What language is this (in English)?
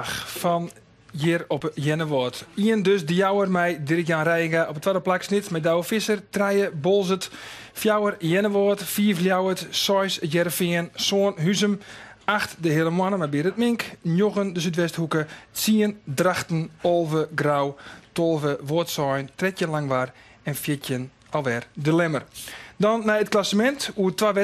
Western Frisian